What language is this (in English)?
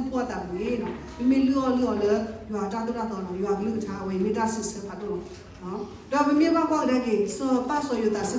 S'gaw Karen